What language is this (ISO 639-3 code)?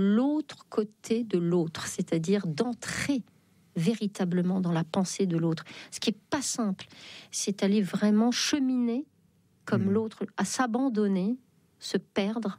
fra